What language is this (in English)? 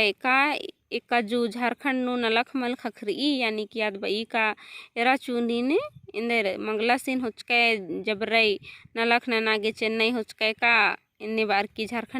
Kurukh